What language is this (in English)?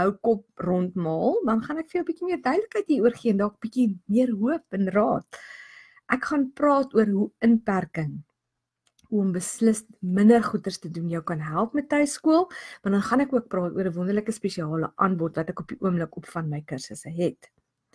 Afrikaans